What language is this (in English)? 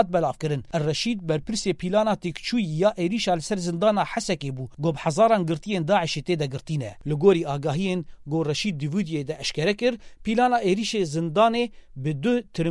Kurdish